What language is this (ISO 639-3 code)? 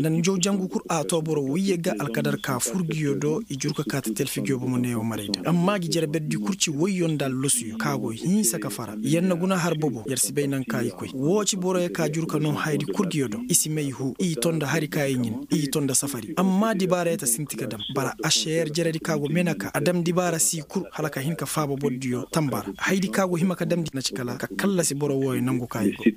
ses